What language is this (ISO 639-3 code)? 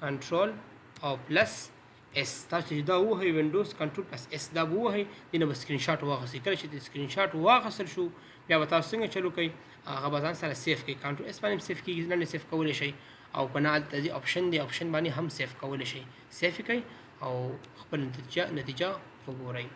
pus